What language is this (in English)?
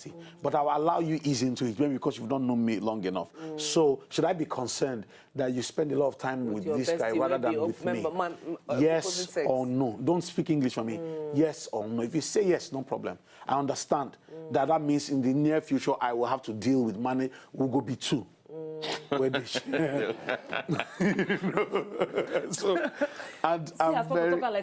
Nigerian Pidgin